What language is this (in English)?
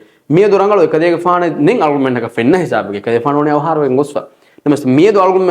Divehi